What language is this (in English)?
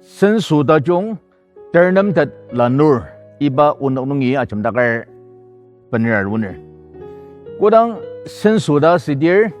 Ao Naga